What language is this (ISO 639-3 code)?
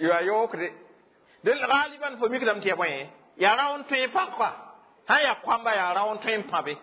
mos